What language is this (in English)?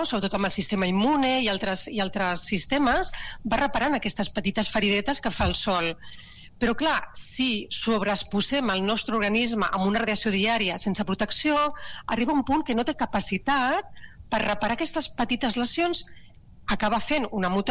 Catalan